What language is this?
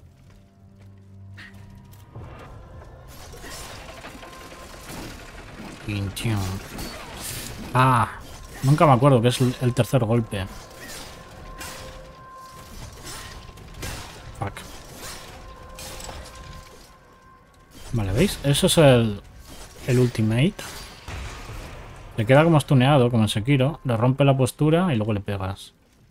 Spanish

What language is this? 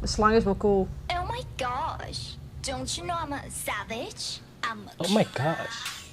Western Frisian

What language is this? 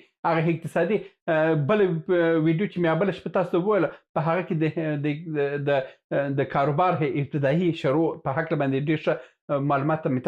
Pashto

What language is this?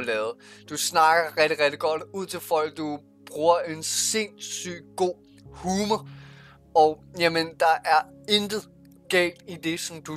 Danish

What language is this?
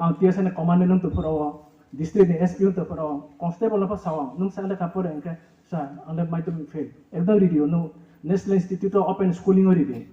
Riang (India)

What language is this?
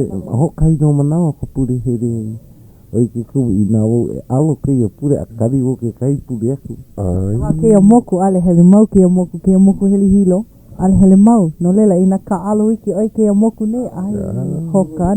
Hawaiian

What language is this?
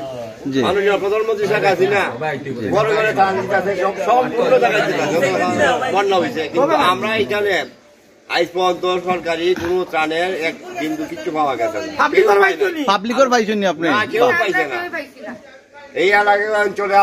Sylheti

